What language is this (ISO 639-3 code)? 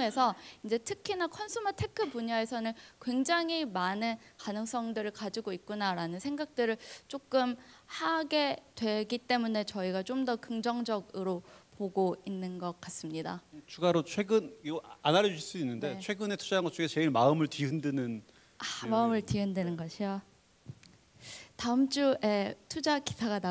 kor